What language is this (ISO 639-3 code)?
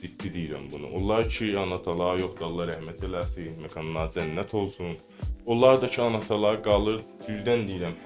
azb